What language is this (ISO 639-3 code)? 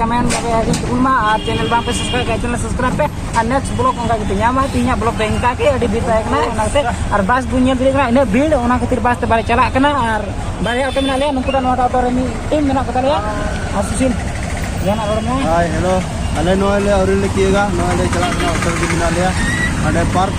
sat